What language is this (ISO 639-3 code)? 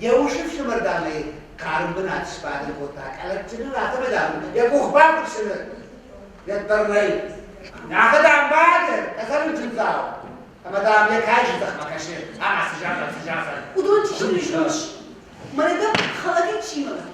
oss